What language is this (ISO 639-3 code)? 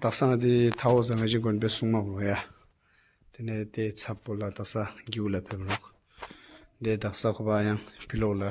bod